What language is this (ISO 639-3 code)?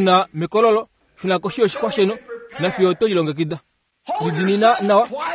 kua